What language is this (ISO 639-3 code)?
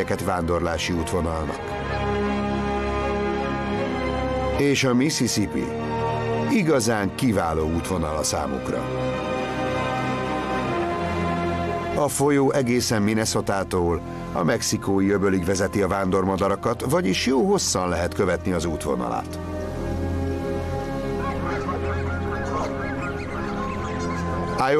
hun